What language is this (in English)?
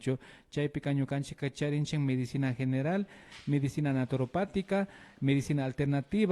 Imbabura Highland Quichua